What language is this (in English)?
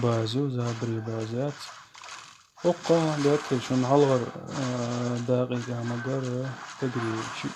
Chechen